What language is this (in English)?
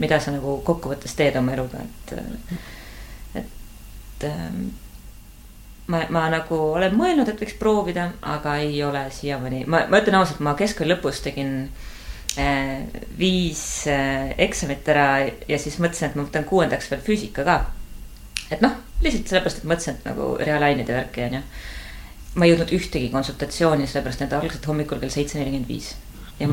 Estonian